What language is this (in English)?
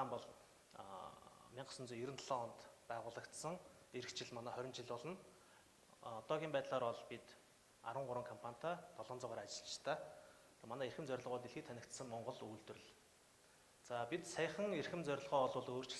Mongolian